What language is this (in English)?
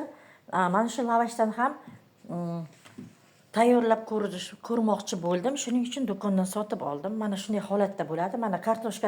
Uzbek